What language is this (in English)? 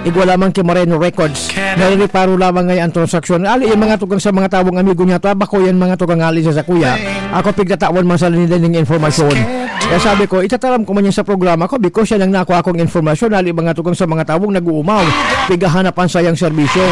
Bikol